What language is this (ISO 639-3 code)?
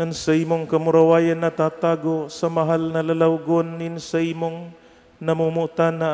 bik